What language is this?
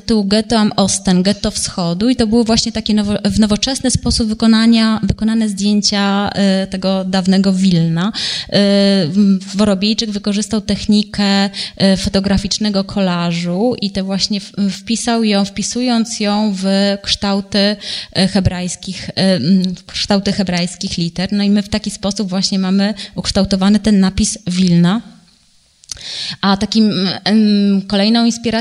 Polish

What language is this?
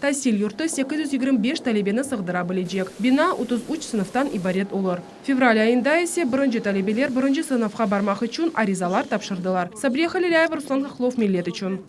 Crimean Tatar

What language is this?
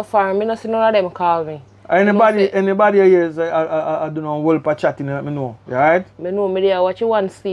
Jamaican Creole English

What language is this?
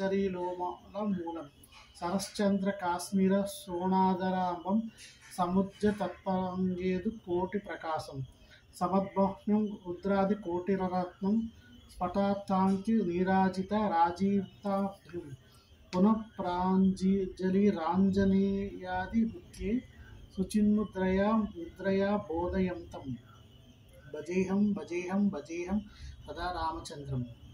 Sanskrit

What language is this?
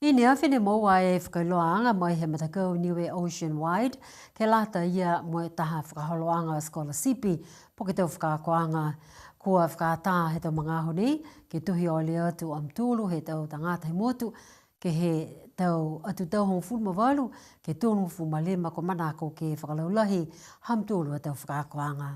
Niuean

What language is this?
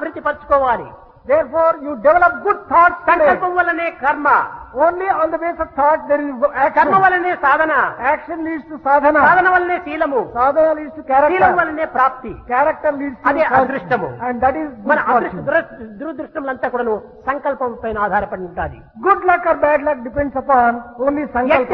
Telugu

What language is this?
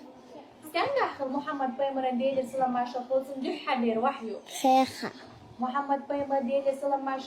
Chechen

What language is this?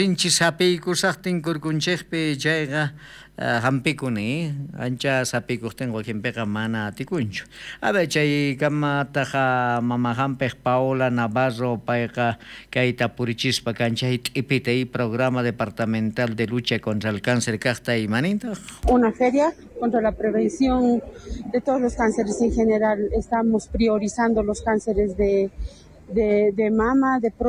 South Bolivian Quechua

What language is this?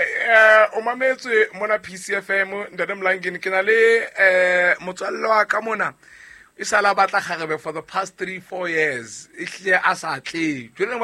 Southern Sotho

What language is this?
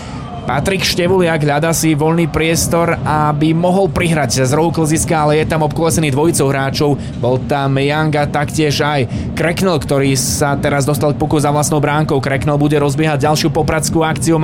Slovak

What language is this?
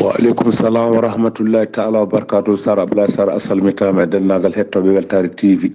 Fula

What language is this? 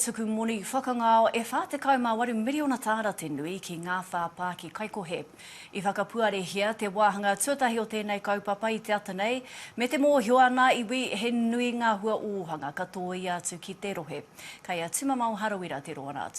Māori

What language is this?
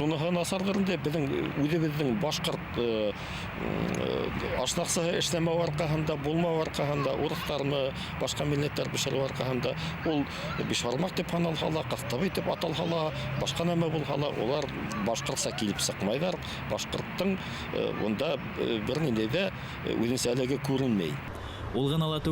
Bashkir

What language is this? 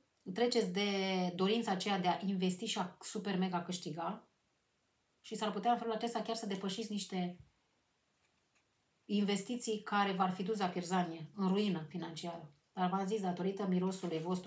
Romanian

